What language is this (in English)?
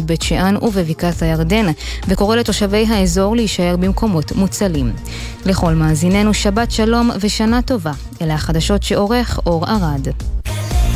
Hebrew